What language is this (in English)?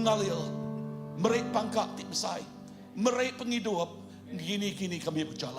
Iban